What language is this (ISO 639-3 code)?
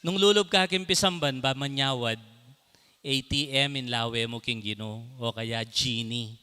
pam